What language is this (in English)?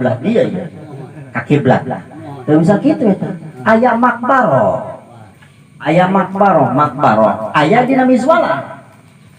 Sundanese